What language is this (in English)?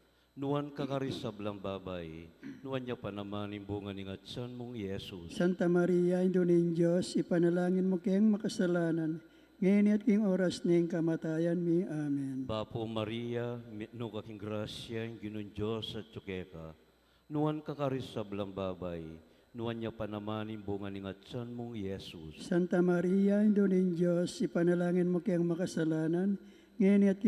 Pampanga